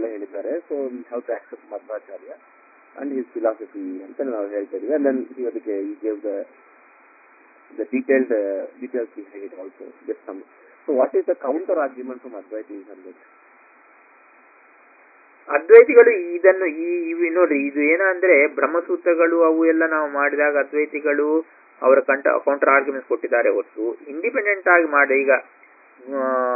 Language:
Kannada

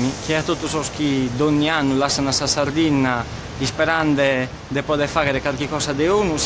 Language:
Sardinian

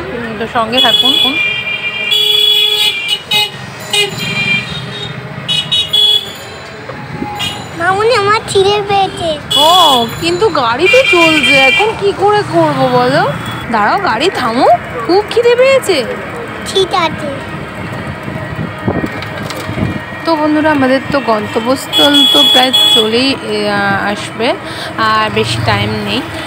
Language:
Bangla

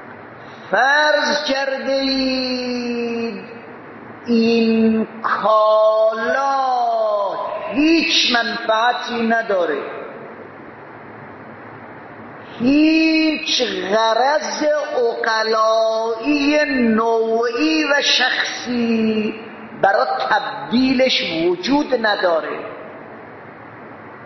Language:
Persian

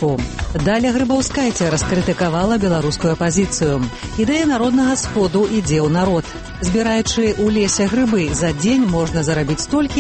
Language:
Belarusian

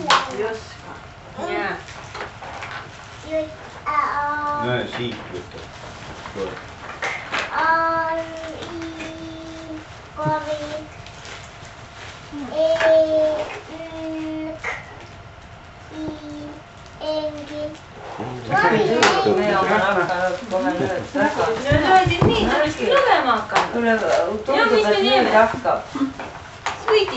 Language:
Estonian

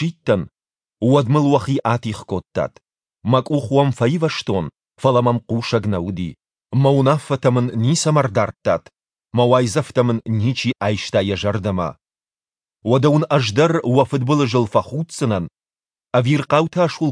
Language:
Ossetic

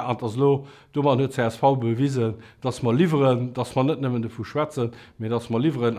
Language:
Luxembourgish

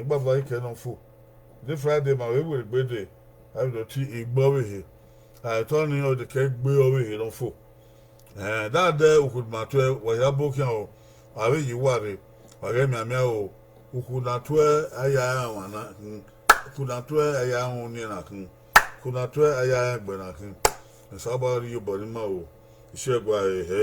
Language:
Bini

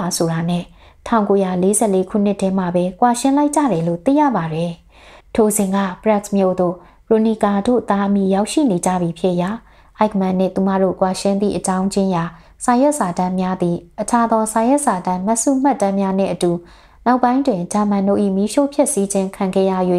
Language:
Burmese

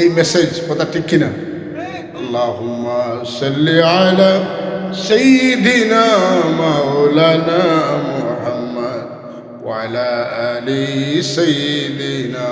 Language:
Sylheti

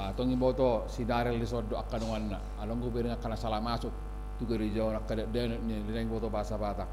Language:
Batak Toba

